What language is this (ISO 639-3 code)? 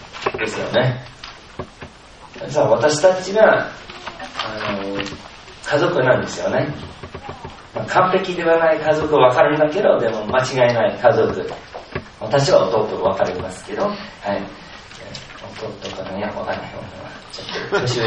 jpn